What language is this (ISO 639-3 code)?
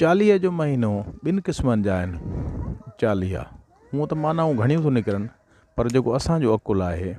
snd